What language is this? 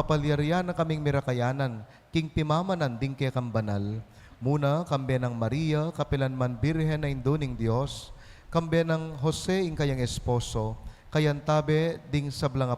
Pampanga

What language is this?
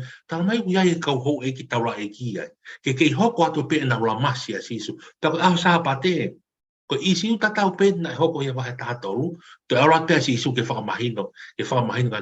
Tongan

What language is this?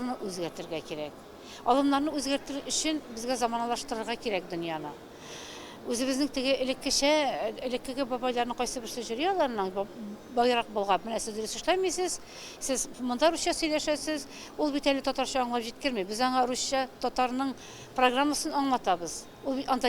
Tatar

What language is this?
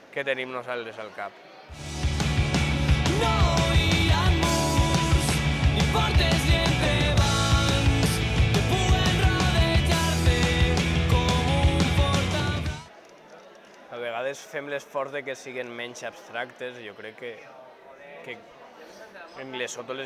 Catalan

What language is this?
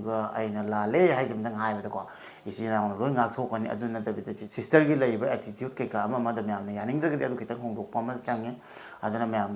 Manipuri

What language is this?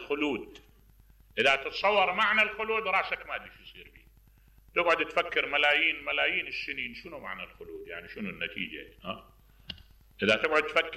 Mesopotamian Arabic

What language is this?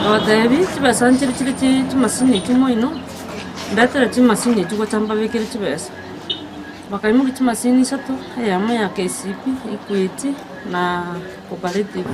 Gusii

